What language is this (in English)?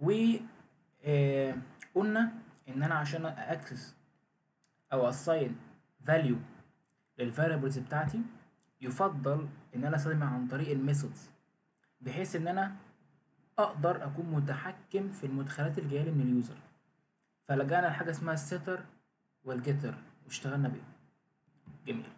Egyptian Arabic